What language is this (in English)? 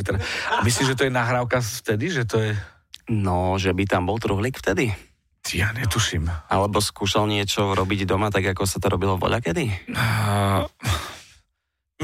Slovak